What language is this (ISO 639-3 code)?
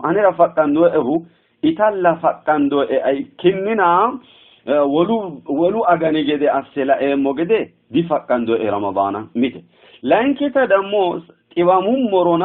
sid